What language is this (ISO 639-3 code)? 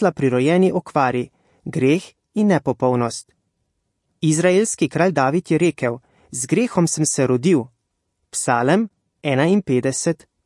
slv